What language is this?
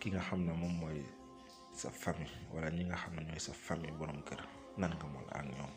Wolof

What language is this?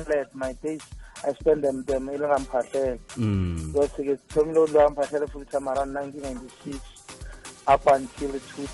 Northern Sotho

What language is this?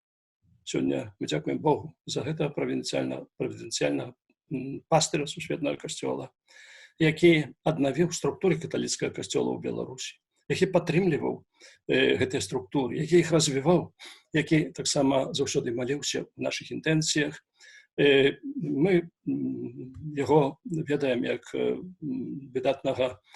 Belarusian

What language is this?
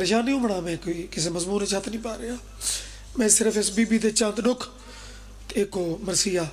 Pahari-Potwari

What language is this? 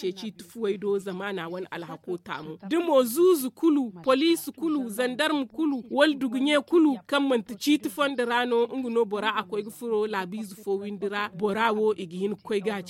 Zarma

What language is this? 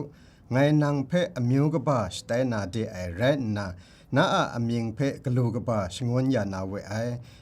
Kachin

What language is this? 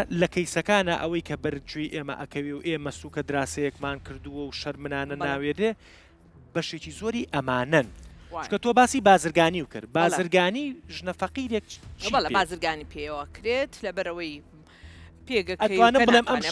Central Kurdish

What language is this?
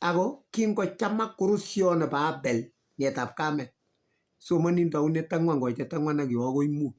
Kalenjin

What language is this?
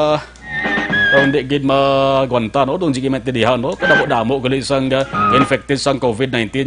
Hiligaynon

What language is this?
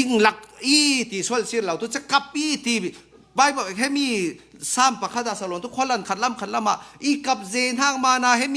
Falam Chin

